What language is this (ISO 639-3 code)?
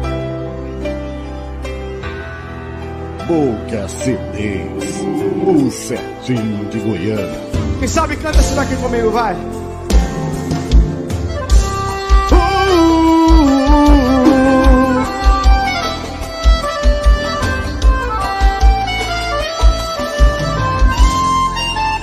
por